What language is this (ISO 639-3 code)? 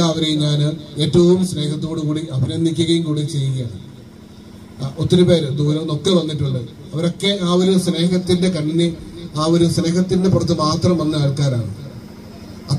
mal